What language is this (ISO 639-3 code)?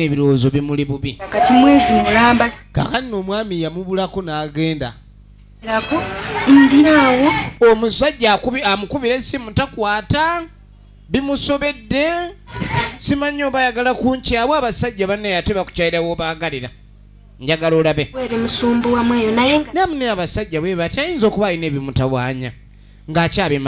lug